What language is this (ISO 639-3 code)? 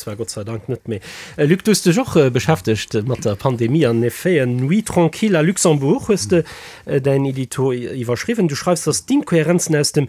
ltz